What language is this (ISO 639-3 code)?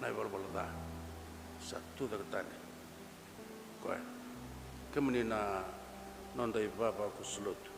fij